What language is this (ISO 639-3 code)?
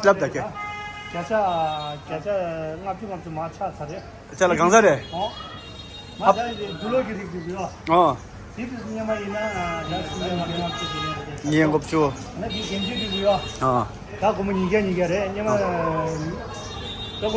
bod